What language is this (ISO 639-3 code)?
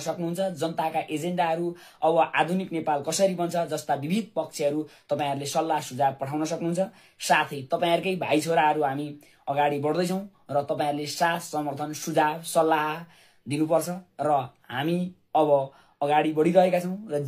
nep